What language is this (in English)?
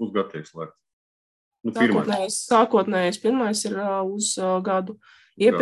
Latvian